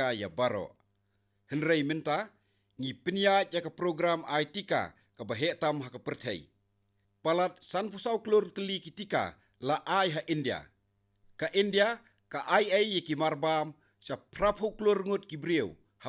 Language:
Khasi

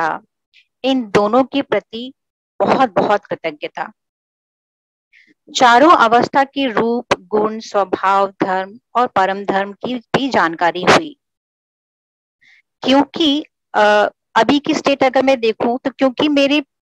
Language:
Hindi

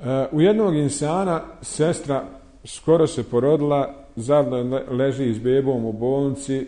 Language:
Bosnian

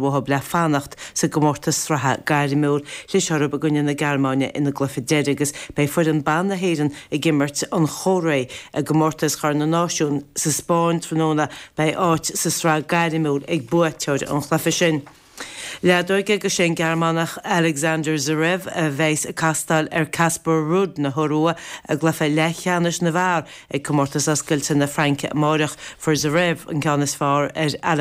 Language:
Irish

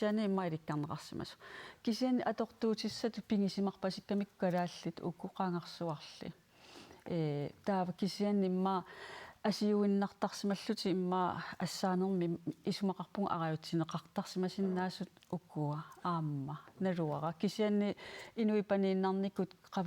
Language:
Kalaallisut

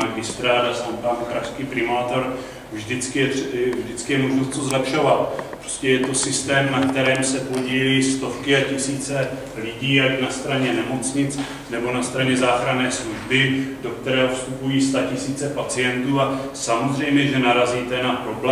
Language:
Czech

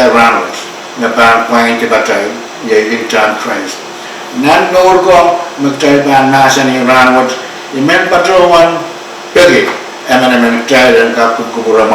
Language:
Pohnpeian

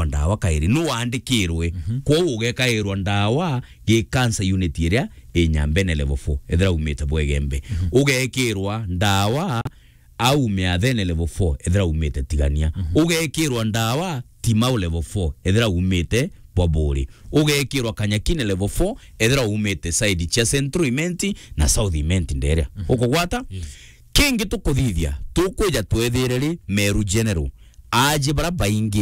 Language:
Meru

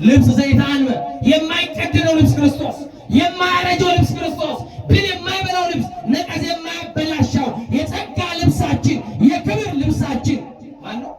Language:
Amharic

